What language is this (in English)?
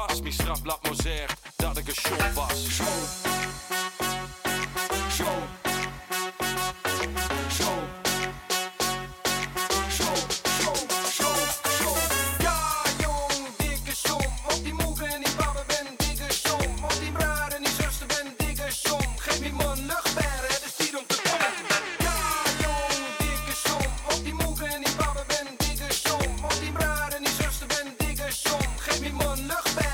Dutch